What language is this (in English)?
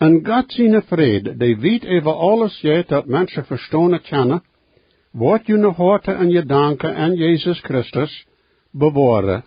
Plautdietsch